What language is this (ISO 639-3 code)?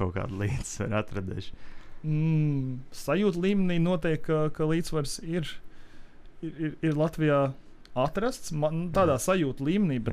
lav